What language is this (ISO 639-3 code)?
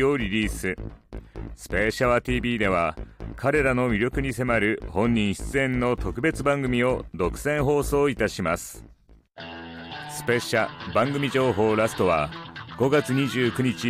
jpn